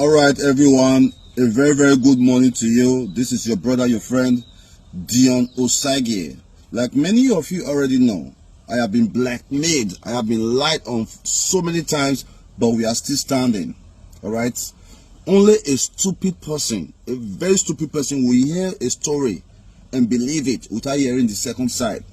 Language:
Nigerian Pidgin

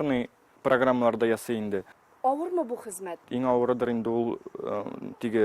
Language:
Tatar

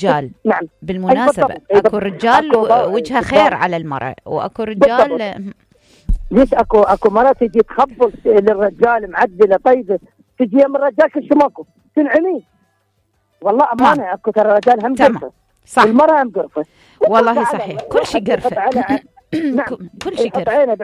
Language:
Mesopotamian Arabic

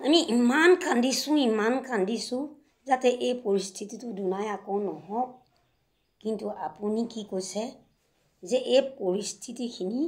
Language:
Assamese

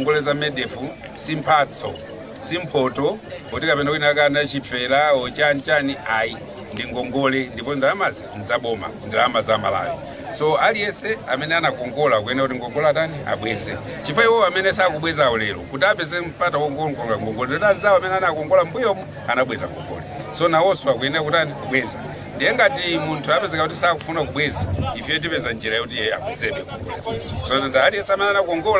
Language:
Nyanja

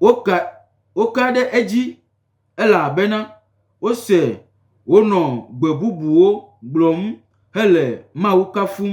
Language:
Gen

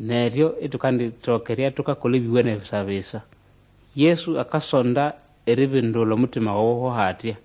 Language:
Nande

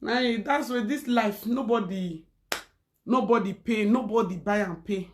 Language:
Nigerian Pidgin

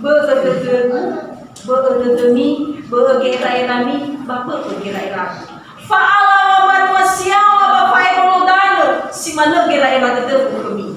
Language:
Nias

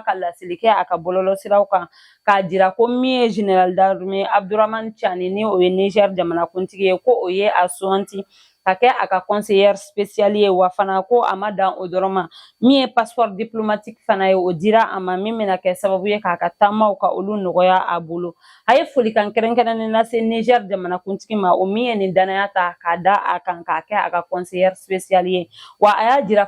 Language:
Bambara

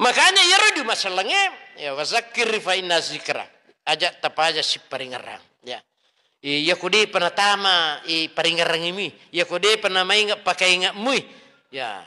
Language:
Buginese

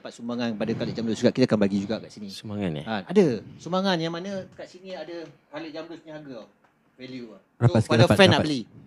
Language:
Malay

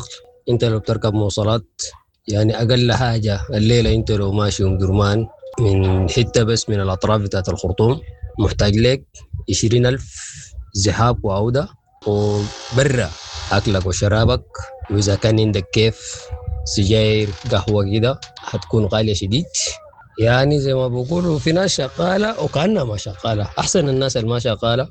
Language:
Sudanese Arabic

